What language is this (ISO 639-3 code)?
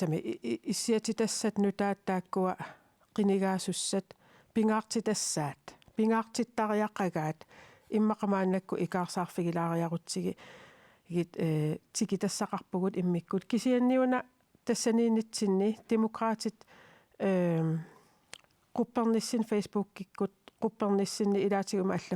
kal